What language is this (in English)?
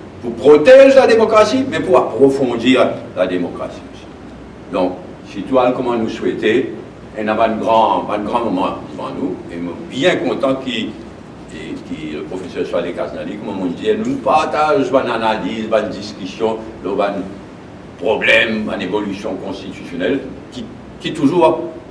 Morisyen